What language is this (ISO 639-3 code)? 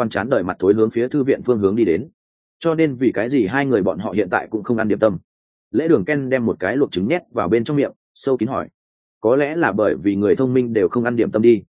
vie